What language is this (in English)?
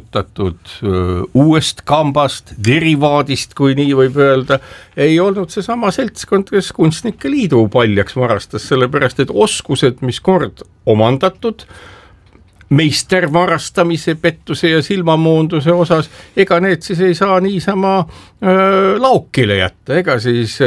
Estonian